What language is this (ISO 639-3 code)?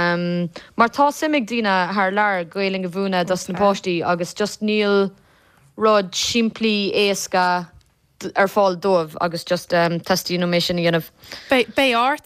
gle